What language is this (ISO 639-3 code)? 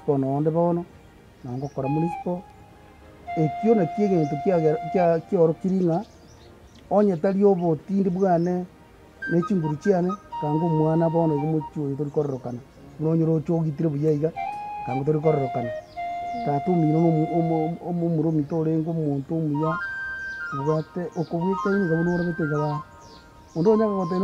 guz